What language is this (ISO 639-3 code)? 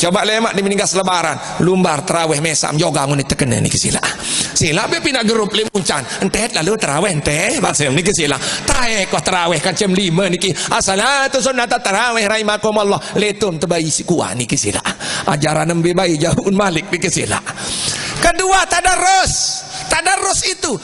sas